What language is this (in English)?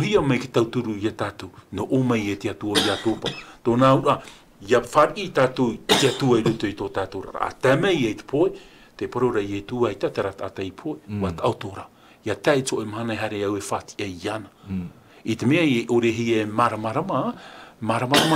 Tahitian